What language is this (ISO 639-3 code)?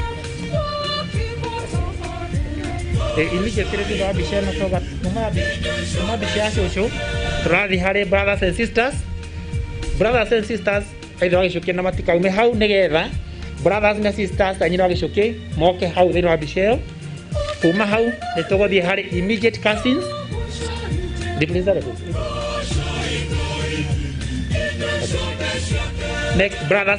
kik